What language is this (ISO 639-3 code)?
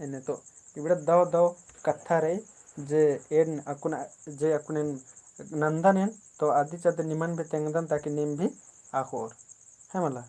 kru